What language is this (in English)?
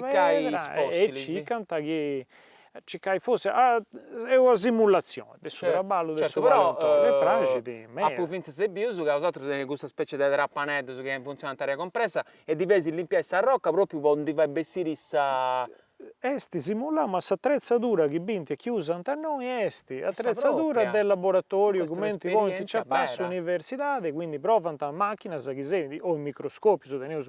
Sardinian